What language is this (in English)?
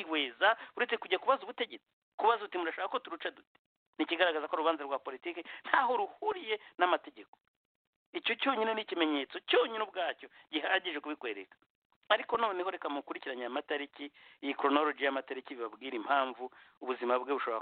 Kinyarwanda